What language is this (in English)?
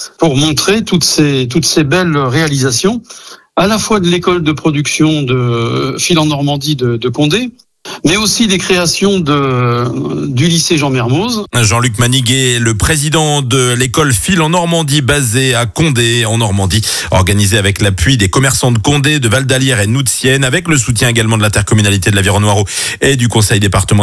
French